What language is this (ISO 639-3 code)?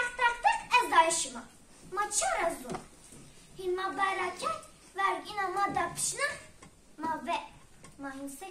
zza